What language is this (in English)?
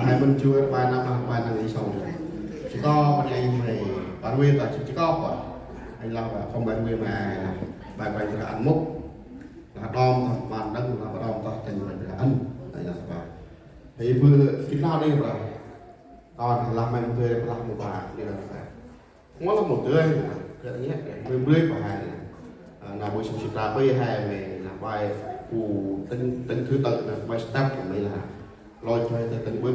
Central Mnong